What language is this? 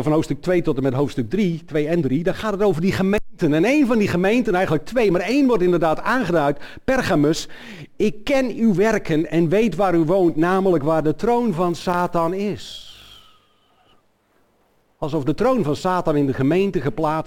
Dutch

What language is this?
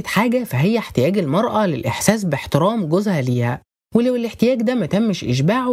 Egyptian Arabic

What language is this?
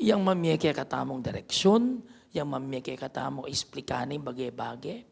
Pampanga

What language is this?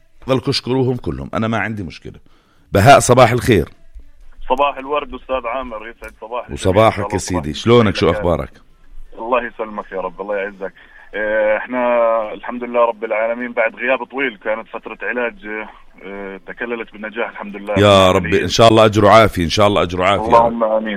North Levantine Arabic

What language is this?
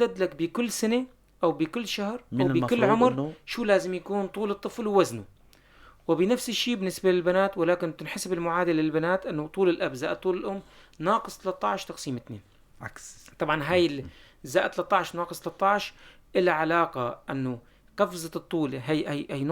North Levantine Arabic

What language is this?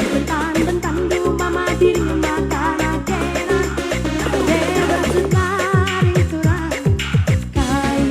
Batak Karo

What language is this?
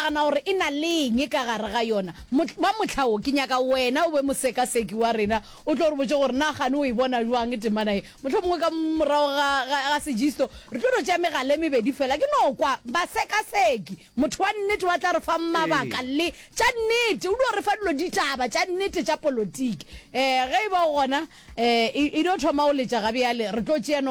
Northern Sotho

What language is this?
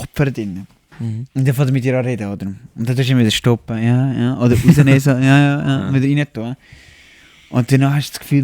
Swiss German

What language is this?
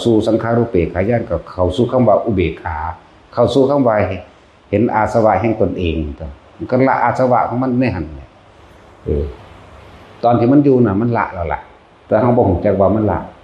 Northeastern Thai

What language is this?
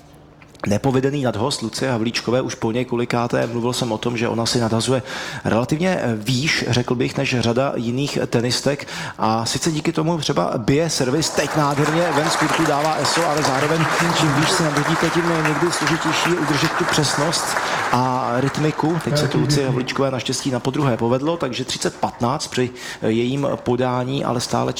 Czech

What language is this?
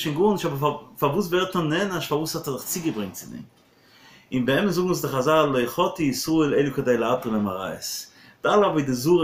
Yiddish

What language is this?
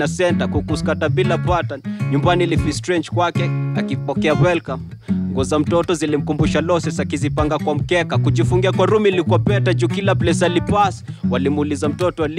Swahili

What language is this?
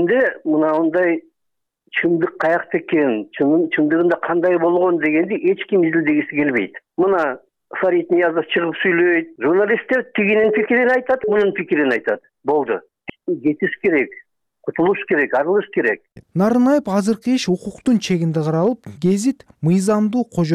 Kyrgyz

